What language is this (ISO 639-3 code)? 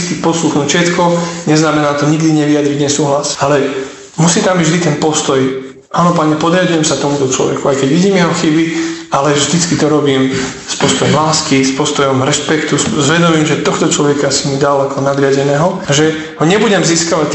slk